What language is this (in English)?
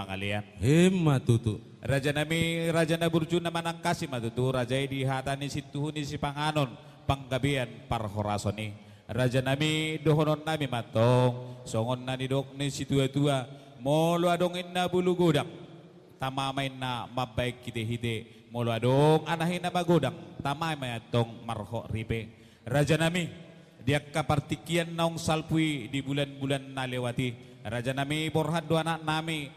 Batak Toba